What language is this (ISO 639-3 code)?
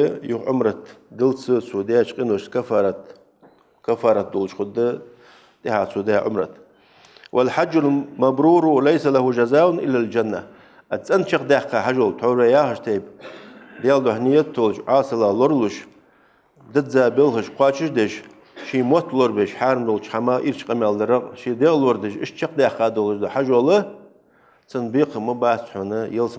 inh